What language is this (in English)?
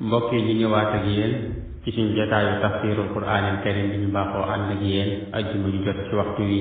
Wolof